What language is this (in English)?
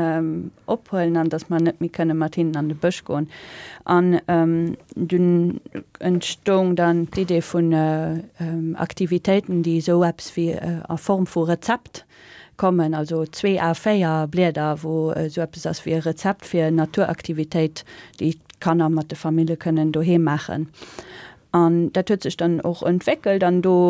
Luxembourgish